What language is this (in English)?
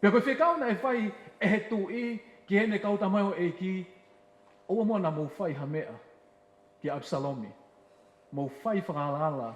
Tongan